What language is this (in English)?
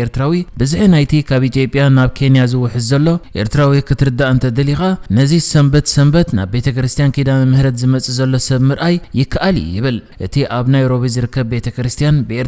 Tigrinya